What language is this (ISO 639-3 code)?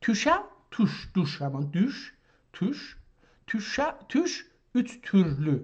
azb